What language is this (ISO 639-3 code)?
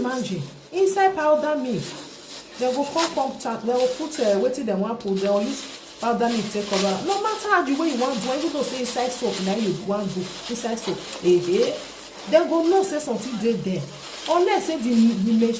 pcm